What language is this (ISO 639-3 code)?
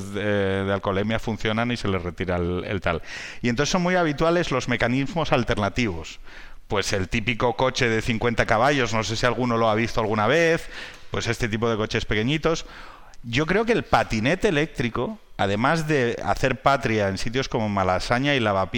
spa